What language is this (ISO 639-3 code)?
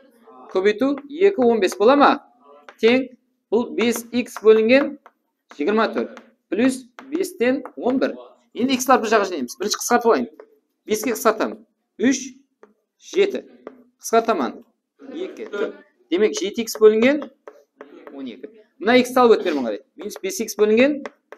kaa